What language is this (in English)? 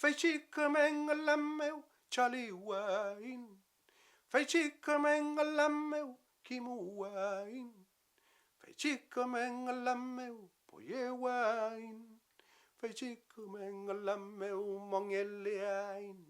Mapuche